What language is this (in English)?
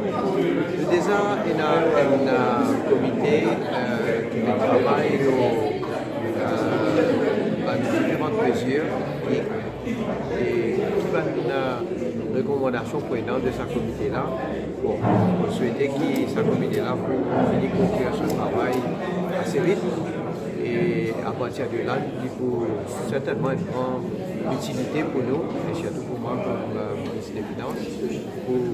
Morisyen